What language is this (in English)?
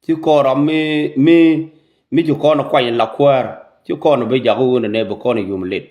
Nuer